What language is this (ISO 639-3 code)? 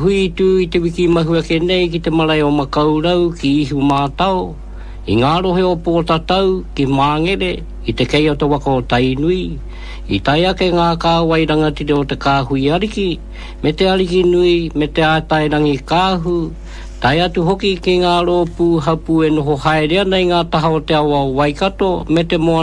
mri